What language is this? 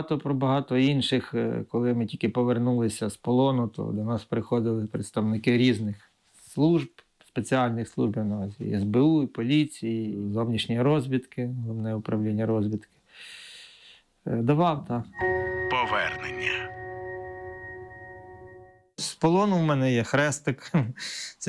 Ukrainian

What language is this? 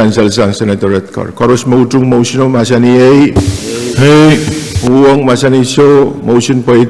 Pohnpeian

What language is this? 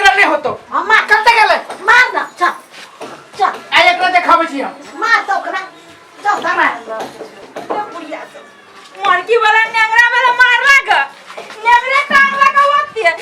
Maithili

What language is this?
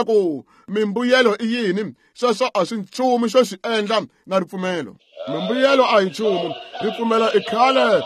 Tsonga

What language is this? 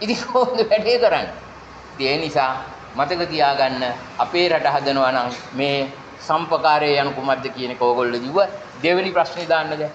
Sinhala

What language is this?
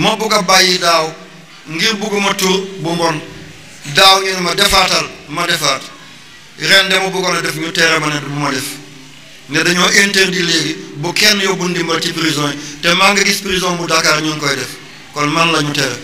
Wolof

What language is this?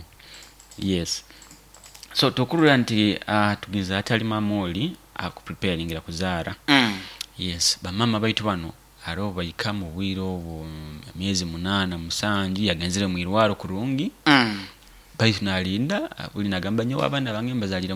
Nyoro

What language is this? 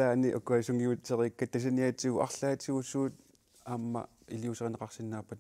Kalaallisut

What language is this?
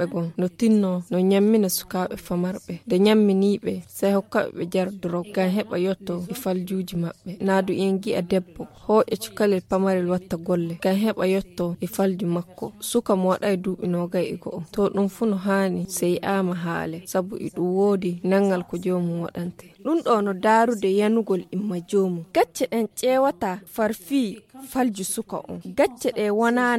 Fula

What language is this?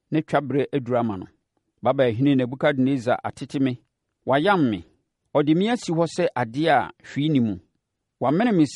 Akan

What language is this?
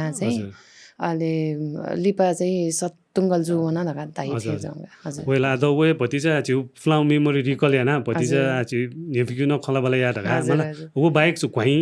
Newari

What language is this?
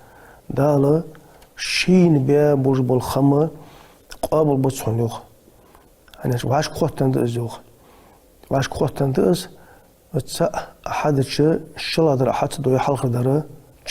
Ingush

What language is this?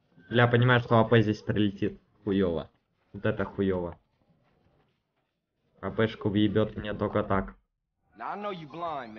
Russian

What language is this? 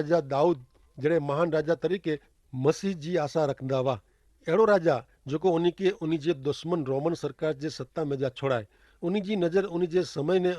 Kachhi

